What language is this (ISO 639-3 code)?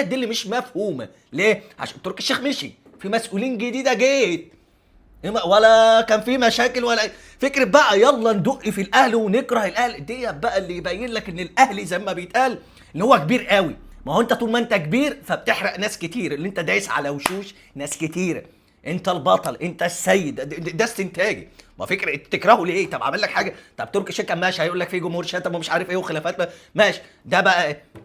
arz